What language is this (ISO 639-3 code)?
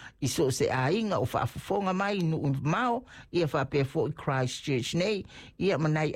smo